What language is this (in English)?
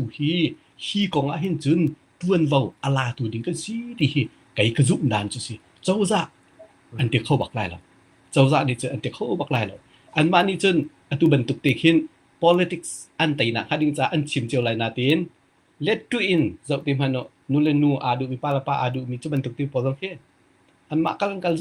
Hakha Chin